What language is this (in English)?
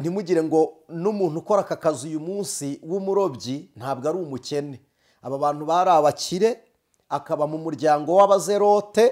Kinyarwanda